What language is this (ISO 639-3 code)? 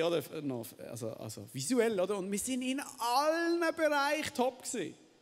gsw